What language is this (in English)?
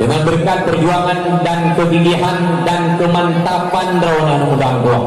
Achinese